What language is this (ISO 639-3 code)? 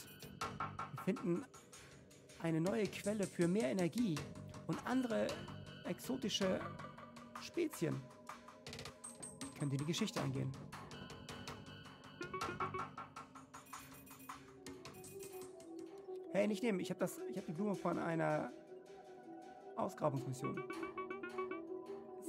deu